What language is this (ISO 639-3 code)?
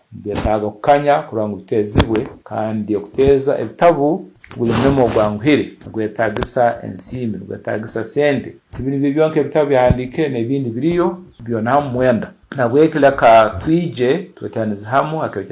ttj